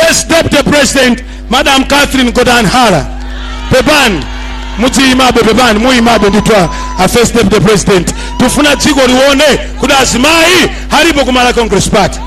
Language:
Nyanja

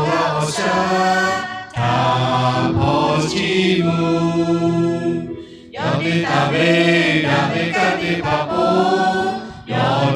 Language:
Lahu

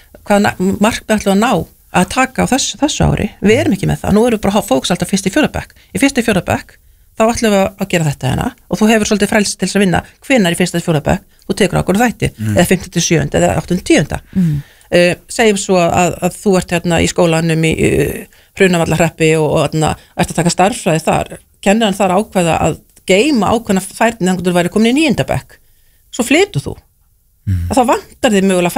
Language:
Icelandic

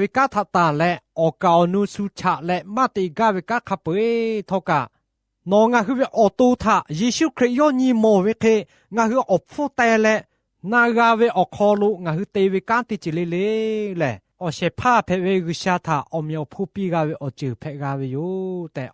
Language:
Lahu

